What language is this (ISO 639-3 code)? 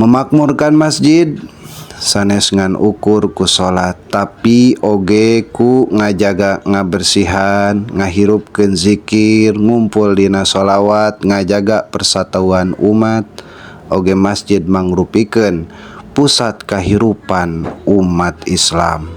sun